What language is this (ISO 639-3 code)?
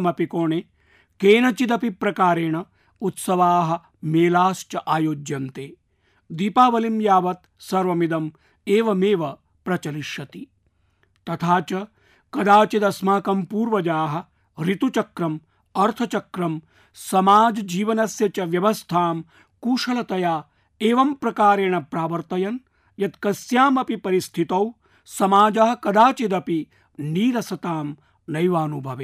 san